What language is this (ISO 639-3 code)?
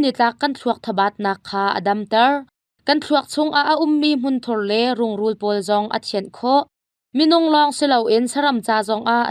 cnh